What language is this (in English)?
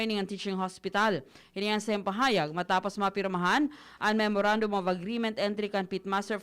Bikol